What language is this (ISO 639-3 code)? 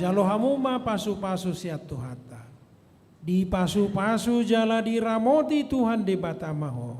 bbc